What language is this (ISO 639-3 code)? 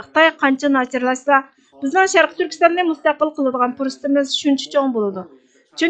uig